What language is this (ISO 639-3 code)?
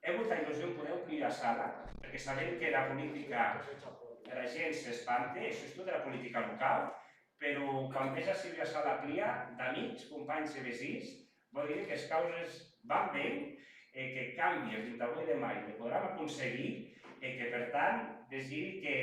oci